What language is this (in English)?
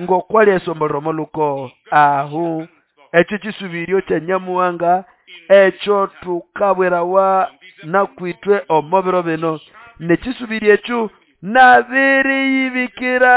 Nande